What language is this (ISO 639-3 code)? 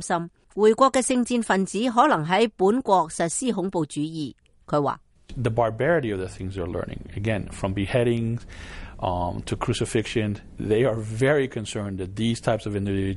yue